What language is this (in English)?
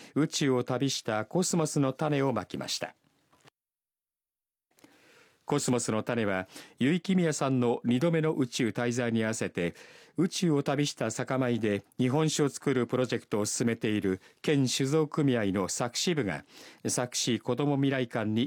Japanese